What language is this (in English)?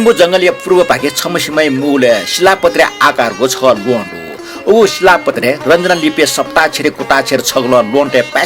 Newari